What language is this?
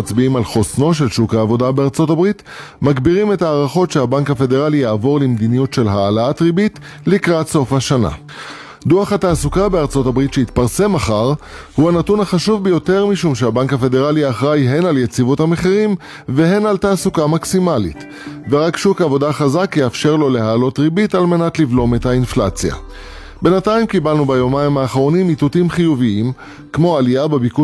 Hebrew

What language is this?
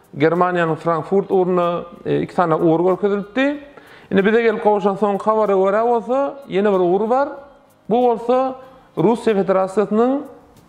Turkmen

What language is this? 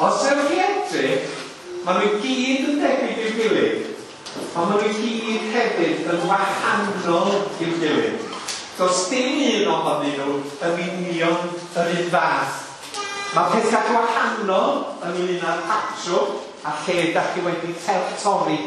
Welsh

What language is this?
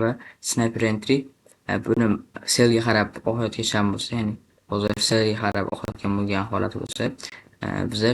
Uzbek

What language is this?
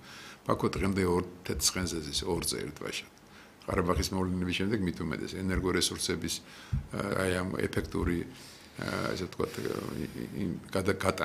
Georgian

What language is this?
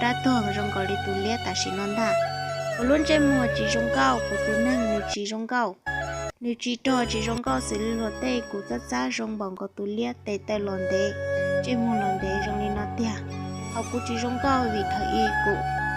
Hmong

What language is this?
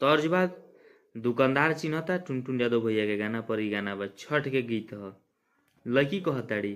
Bhojpuri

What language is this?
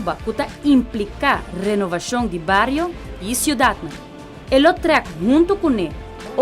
Papiamento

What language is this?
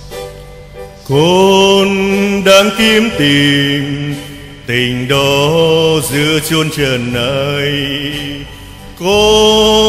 Vietnamese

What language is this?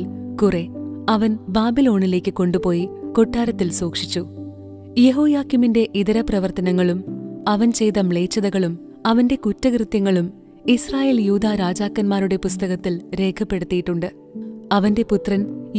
Malayalam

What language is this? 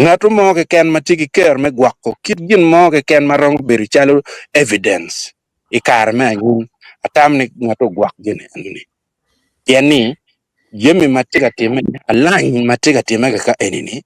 Acoli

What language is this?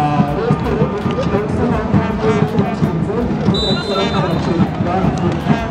Kinyarwanda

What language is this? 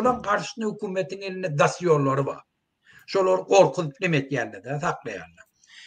Turkmen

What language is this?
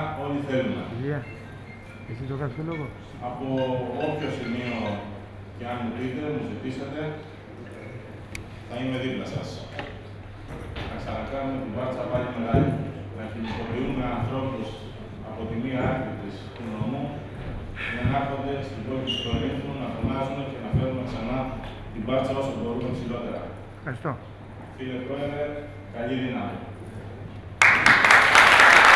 Greek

